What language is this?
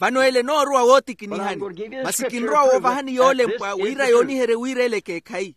Makhuwa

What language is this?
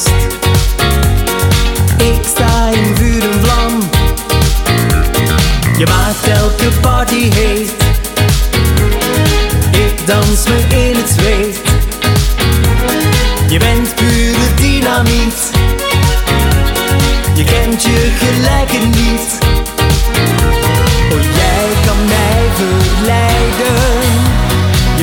Dutch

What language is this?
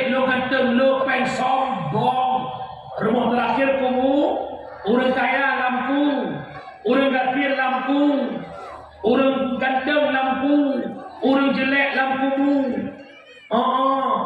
Achinese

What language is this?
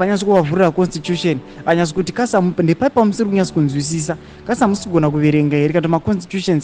Shona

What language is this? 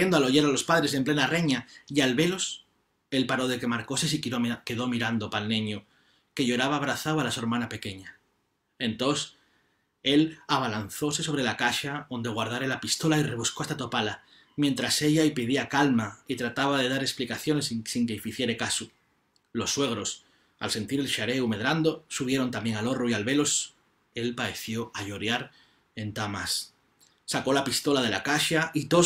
Asturian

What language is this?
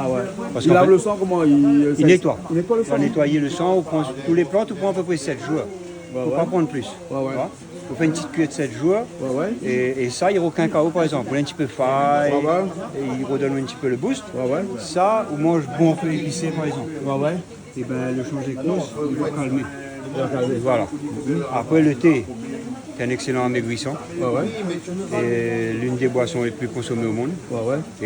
Réunion Creole French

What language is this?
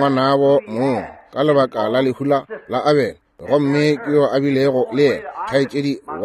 Northern Sotho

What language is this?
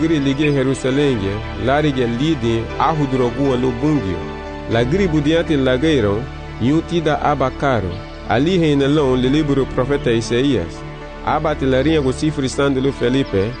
Garifuna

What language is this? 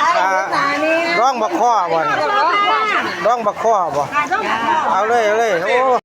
Lao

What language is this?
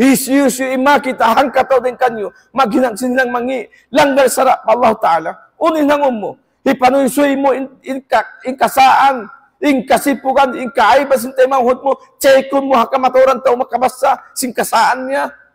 Tausug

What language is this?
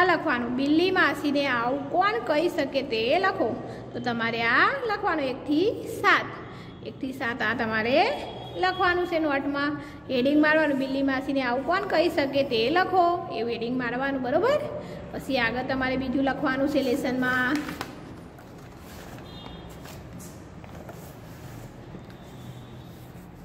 Gujarati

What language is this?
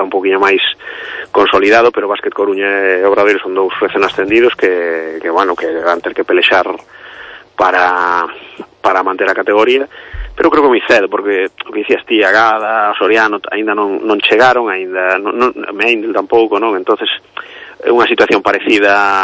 Galician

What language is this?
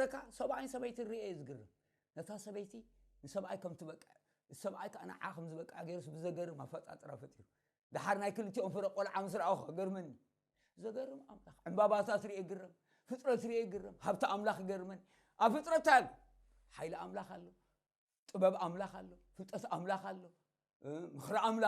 Tigrinya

